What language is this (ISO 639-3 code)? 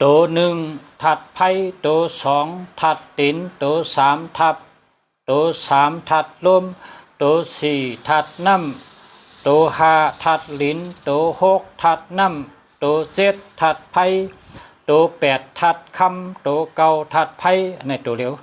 shn